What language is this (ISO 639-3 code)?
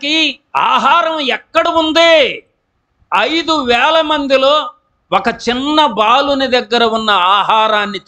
tel